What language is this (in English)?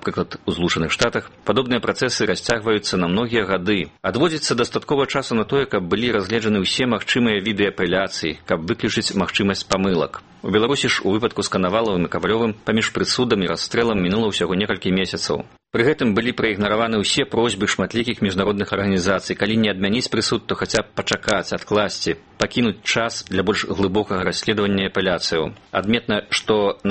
Belarusian